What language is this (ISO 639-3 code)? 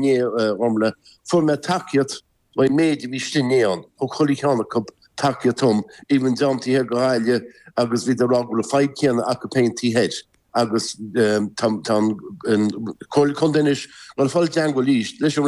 gle